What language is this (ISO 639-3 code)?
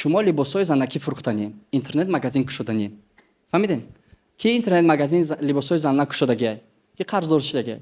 tgk